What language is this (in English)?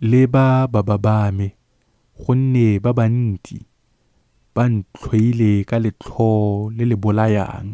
Tswana